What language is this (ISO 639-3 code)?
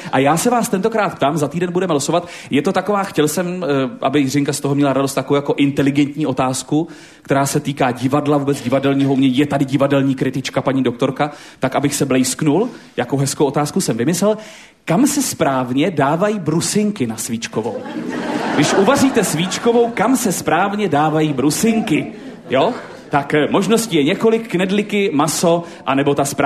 ces